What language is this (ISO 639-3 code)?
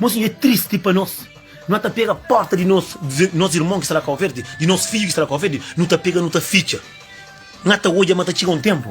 kea